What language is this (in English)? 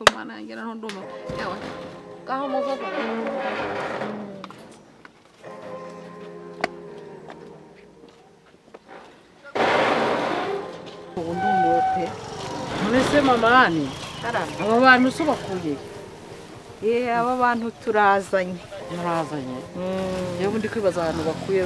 Kinyarwanda